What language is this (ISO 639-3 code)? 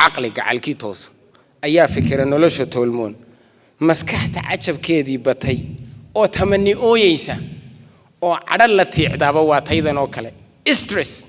som